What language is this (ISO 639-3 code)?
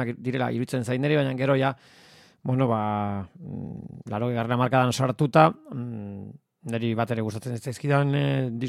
eus